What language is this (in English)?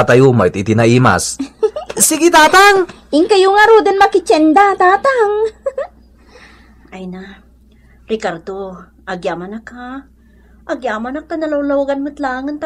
Iloko